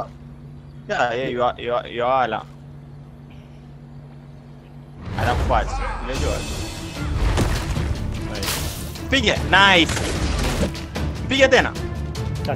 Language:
Swahili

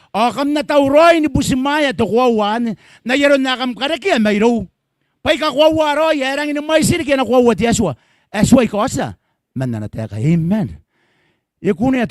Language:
Gilbertese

